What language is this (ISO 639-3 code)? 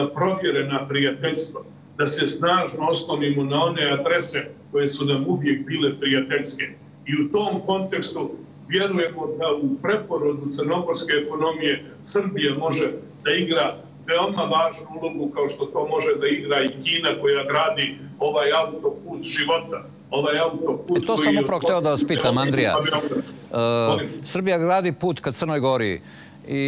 srp